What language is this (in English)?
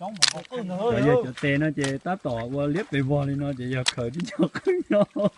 Hmong